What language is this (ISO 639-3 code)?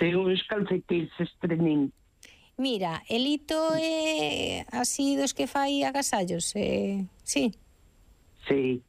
glg